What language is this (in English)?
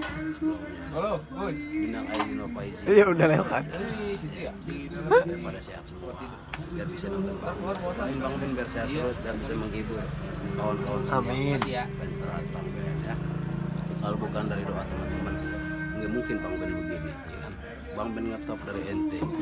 Betawi